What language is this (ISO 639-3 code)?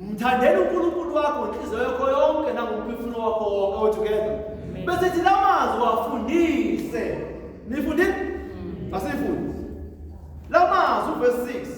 zul